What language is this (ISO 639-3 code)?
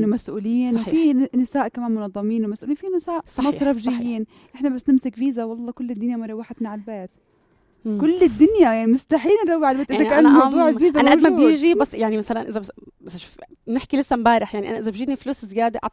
apc